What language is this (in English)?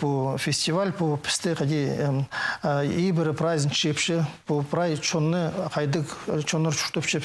Khakas